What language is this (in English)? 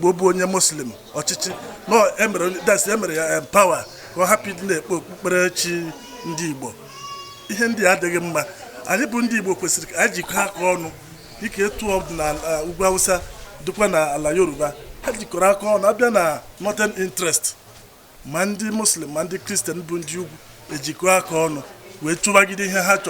Igbo